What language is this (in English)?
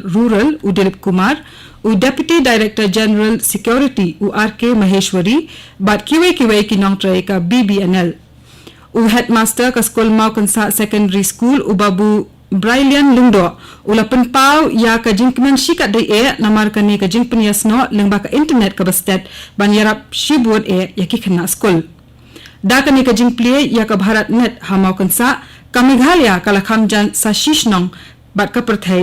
Khasi